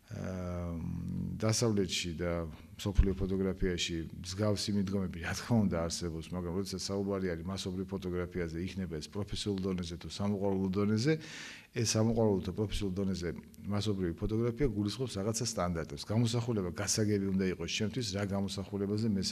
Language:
Georgian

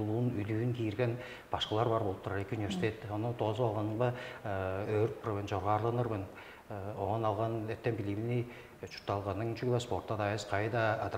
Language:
Tuvinian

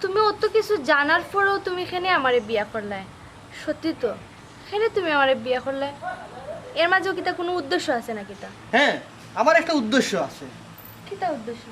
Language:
Sylheti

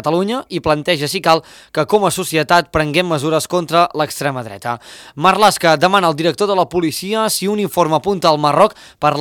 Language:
Catalan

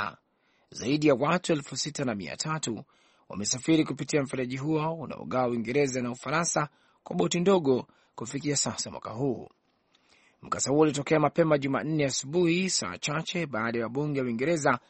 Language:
Swahili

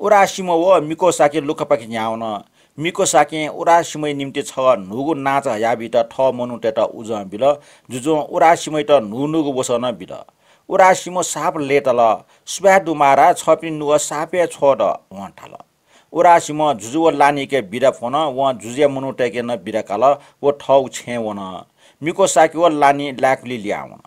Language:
Newari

